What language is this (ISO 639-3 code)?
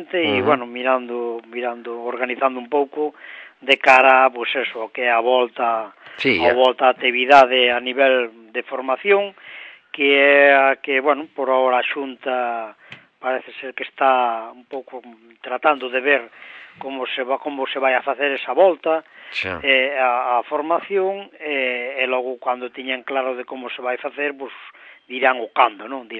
glg